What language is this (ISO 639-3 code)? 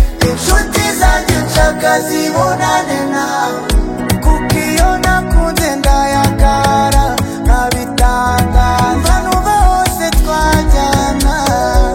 kin